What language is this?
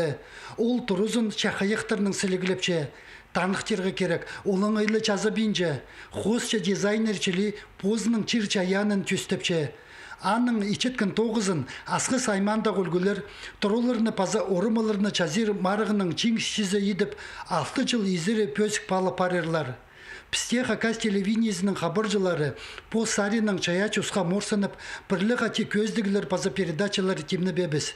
Khakas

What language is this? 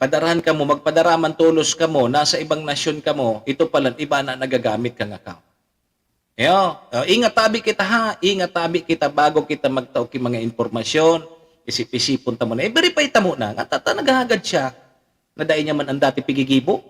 Bikol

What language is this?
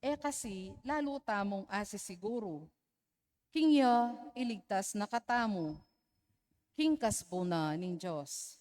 Pampanga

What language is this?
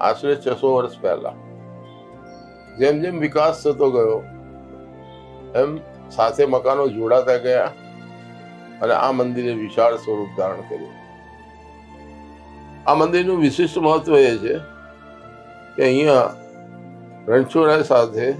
Gujarati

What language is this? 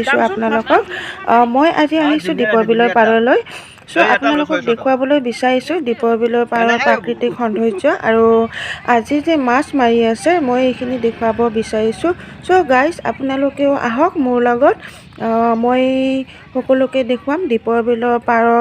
Assamese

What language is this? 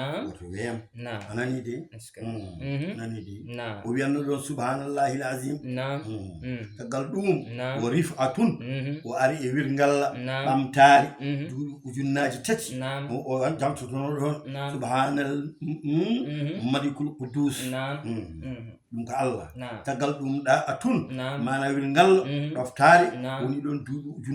Fula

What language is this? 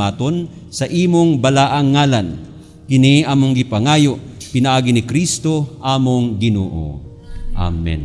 Cebuano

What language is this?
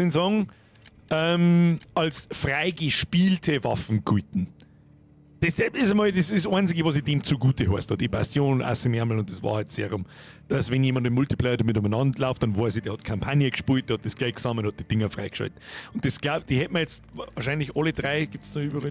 Bavarian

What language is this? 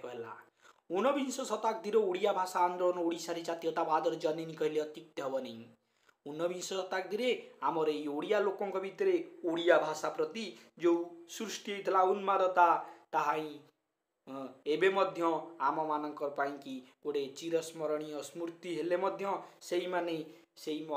Odia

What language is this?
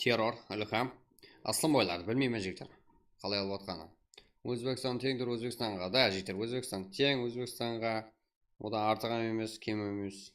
Kara-Kalpak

